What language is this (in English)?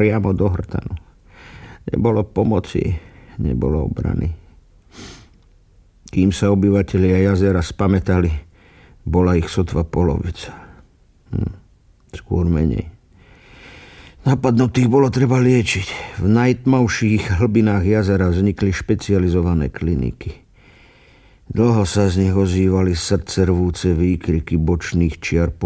Slovak